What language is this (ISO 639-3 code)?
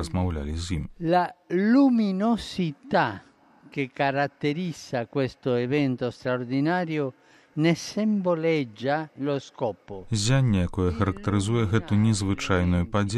bel